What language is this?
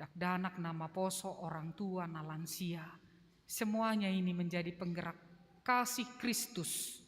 Batak Simalungun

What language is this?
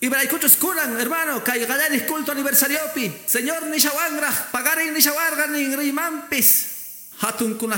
Quechua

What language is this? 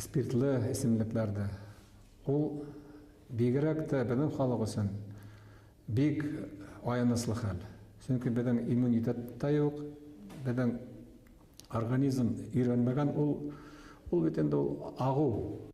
Bashkir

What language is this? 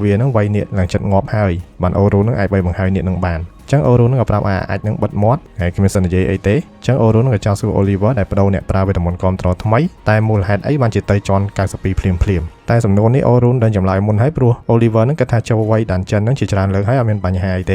Khmer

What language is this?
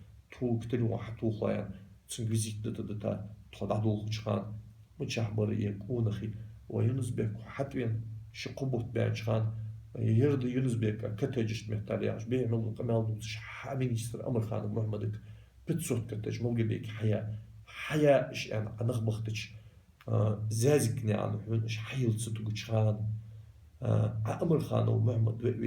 Ingush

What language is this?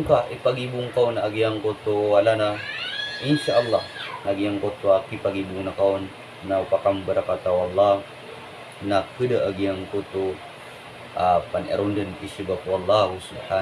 Maranao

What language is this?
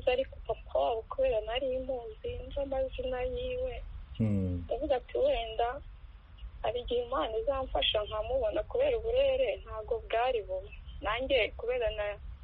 Kinyarwanda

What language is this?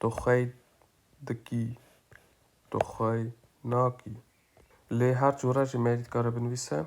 Kurdish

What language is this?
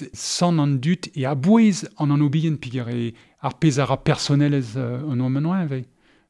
Breton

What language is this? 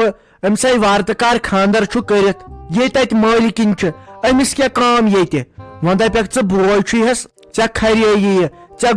Kashmiri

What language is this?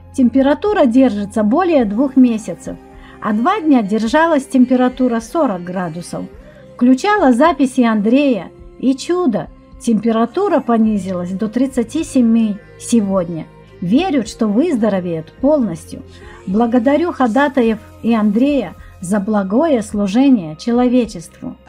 Russian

